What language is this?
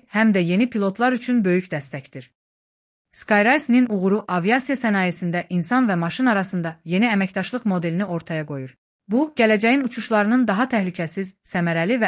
Azerbaijani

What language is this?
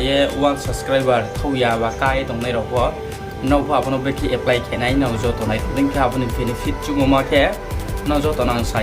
Riang (India)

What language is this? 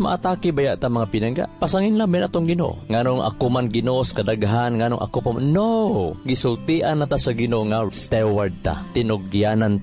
Cebuano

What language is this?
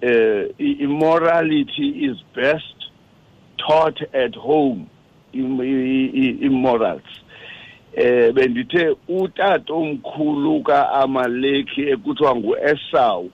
Xhosa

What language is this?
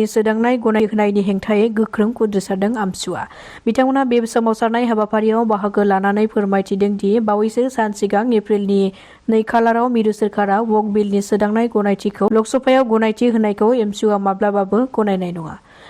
Bodo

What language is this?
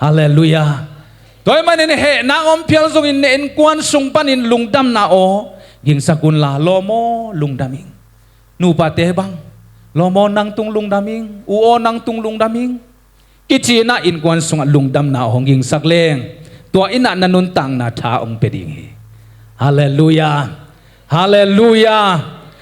Tedim Chin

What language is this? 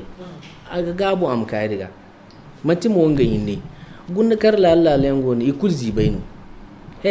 Zarma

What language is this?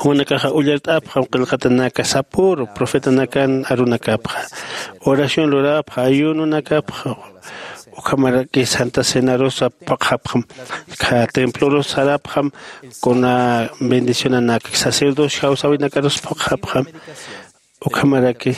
Aymara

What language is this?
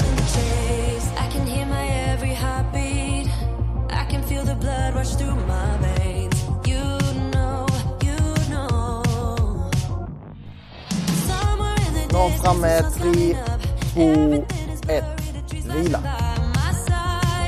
Swedish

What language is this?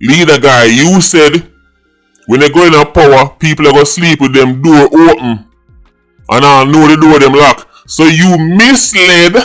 Jamaican Creole English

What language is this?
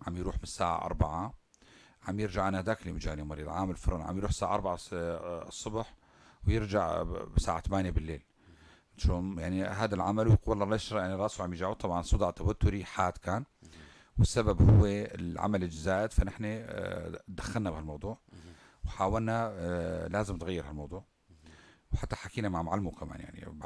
North Levantine Arabic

